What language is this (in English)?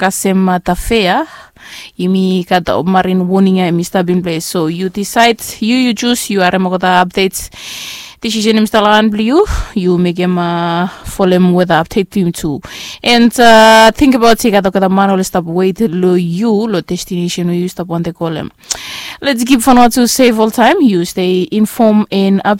Bislama